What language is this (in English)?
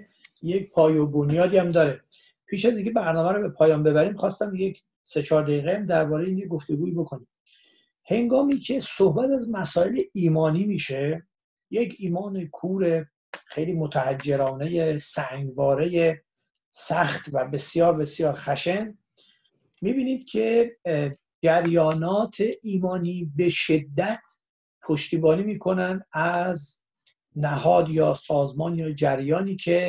Persian